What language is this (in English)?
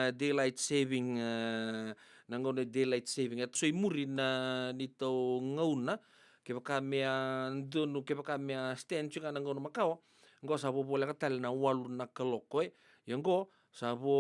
Fijian